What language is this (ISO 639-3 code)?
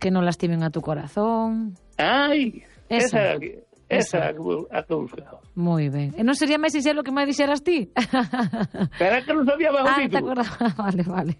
glg